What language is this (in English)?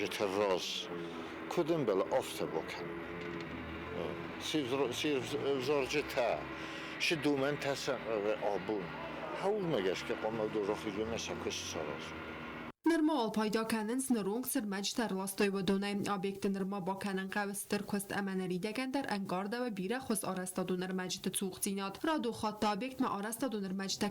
Ossetic